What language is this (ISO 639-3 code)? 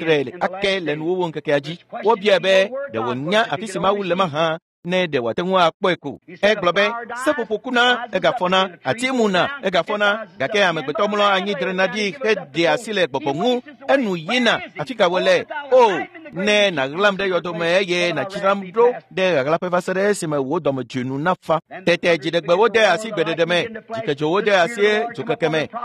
ewe